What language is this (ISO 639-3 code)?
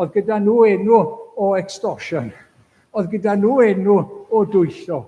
cym